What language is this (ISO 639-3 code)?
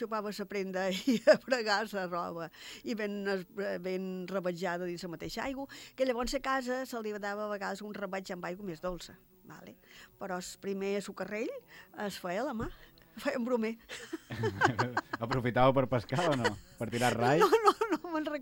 cat